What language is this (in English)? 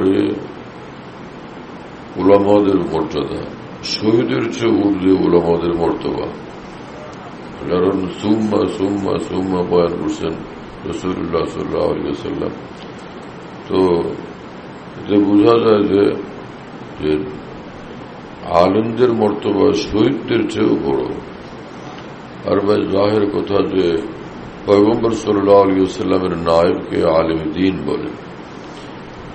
Bangla